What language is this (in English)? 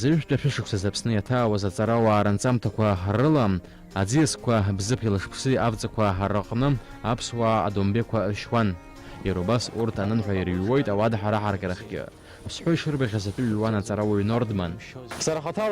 Abkhazian